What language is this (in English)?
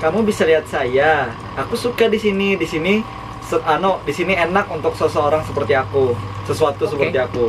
Banjar